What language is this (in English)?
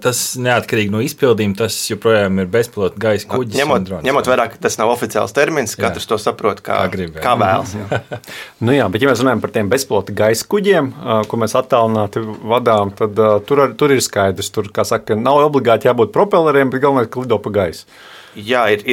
Latvian